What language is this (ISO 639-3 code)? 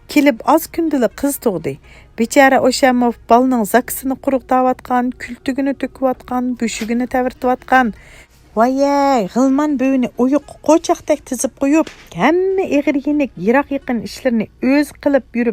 uig